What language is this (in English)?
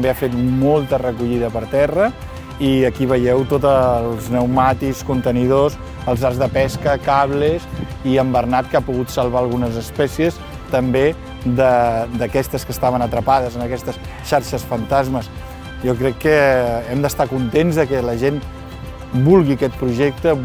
Catalan